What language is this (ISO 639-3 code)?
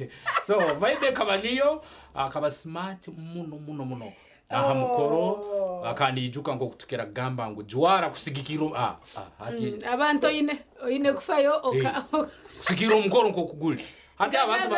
nyn